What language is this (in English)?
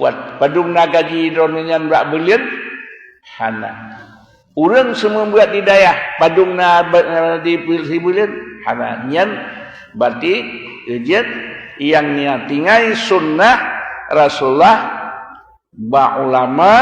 Achinese